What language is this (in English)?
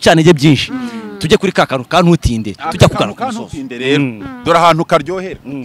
Kinyarwanda